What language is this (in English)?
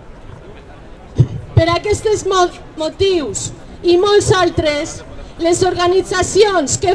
Catalan